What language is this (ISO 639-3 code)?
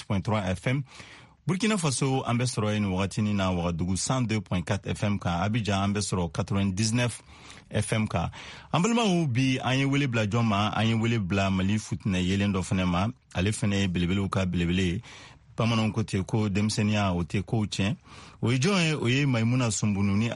bam